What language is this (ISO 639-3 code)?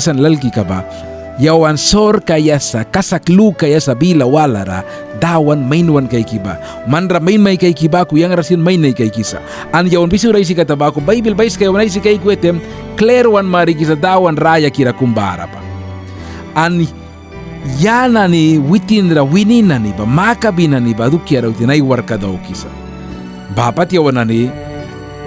miq